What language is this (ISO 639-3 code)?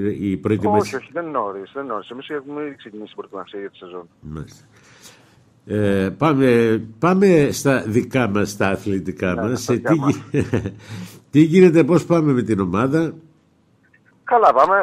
ell